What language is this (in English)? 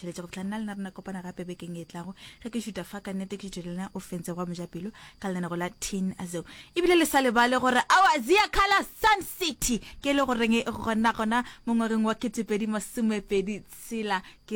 Northern Sotho